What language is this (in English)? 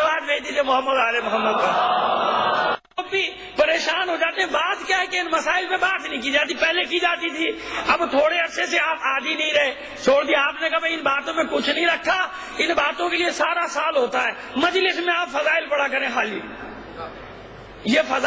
Urdu